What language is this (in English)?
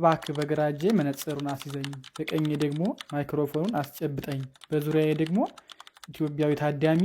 Amharic